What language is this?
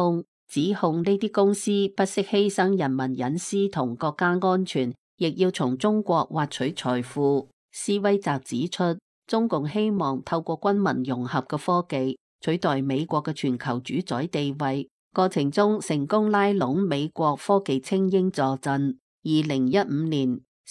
Cantonese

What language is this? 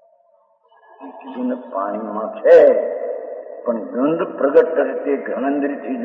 Gujarati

